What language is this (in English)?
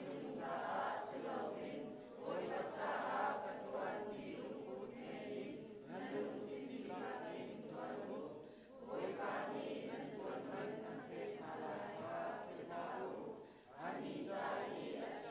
Hakha Chin